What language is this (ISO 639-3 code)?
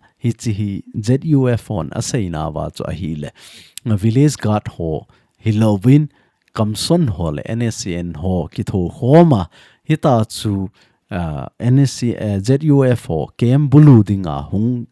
tcz